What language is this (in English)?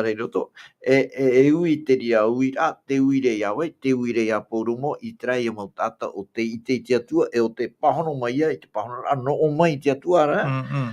Tahitian